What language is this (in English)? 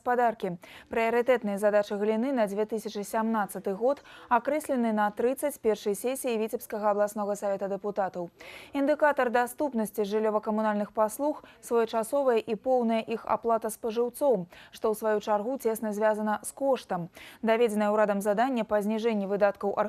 Belarusian